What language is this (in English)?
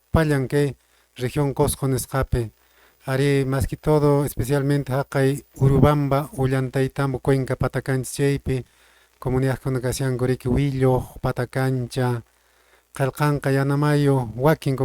Quechua